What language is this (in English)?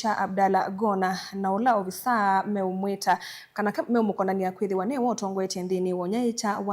Kamba